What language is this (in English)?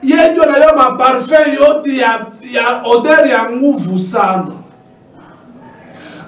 Swahili